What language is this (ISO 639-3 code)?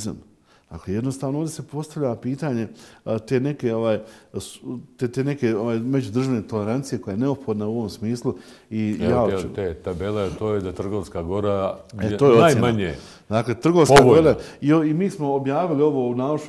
bos